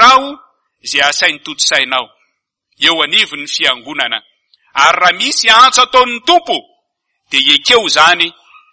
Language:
Malagasy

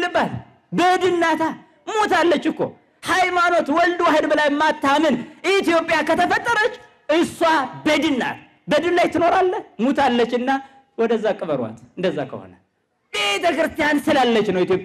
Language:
Amharic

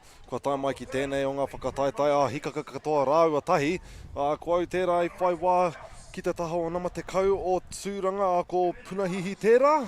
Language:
Māori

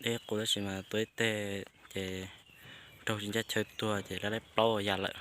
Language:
Hmong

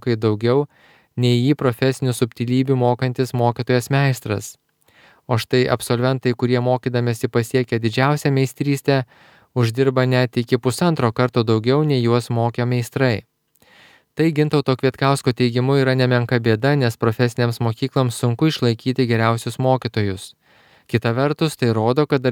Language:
Lithuanian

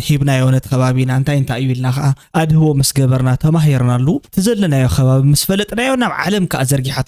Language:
Tigrinya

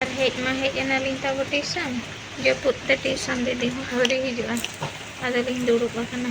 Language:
Santali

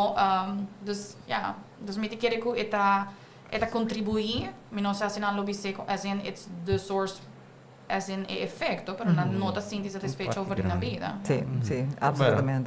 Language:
Papiamento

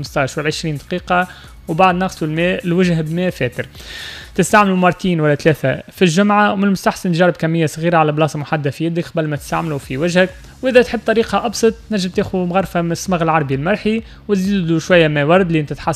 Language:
Tunisian Arabic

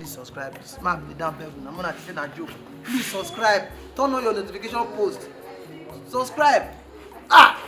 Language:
Nigerian Pidgin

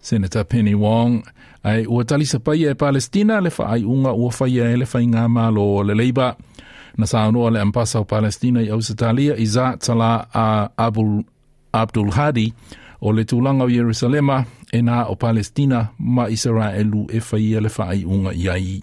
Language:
Samoan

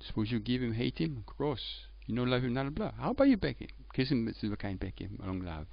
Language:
Tok Pisin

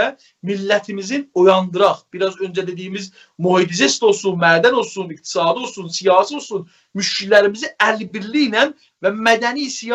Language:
South Azerbaijani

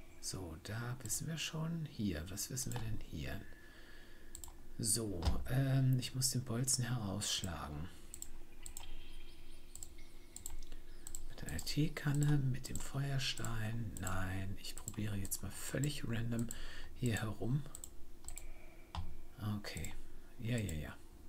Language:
German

